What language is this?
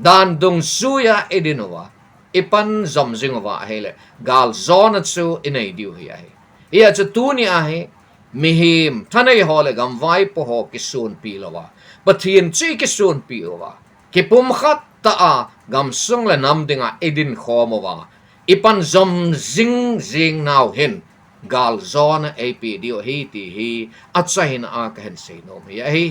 Thado Chin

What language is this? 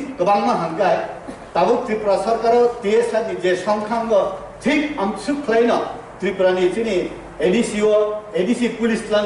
Riang (India)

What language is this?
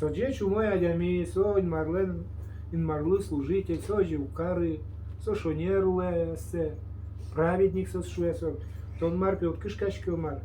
Udmurt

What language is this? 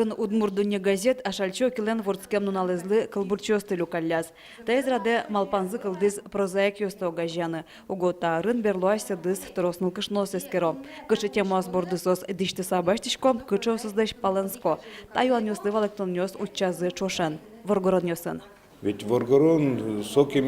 Udmurt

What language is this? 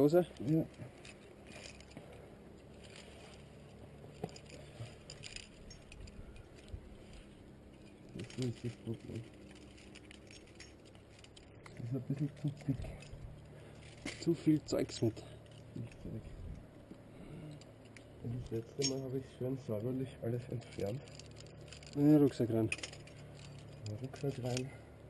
German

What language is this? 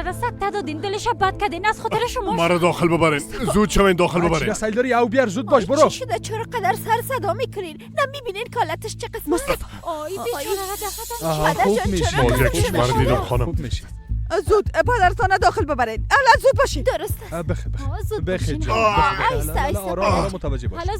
Persian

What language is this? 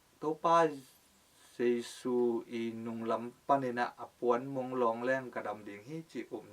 Tedim Chin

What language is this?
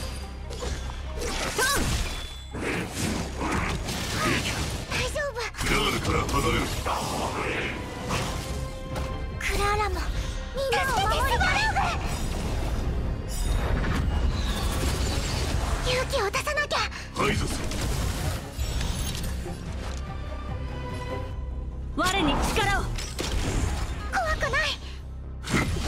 Japanese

